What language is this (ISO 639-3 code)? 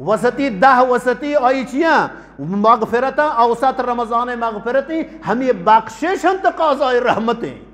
bgp